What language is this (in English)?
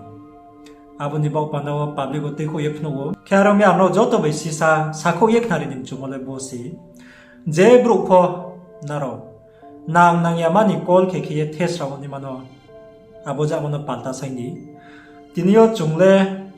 Riang (India)